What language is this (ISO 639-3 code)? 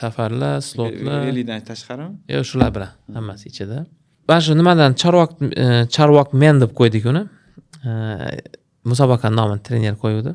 uzb